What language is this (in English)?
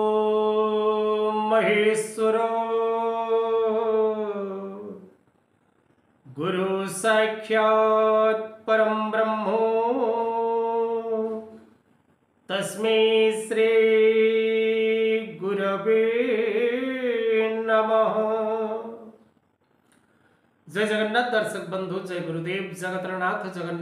Odia